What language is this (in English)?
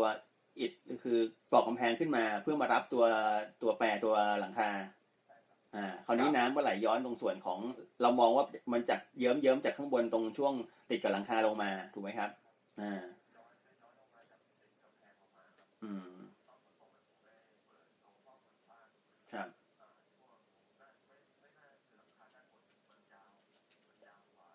Thai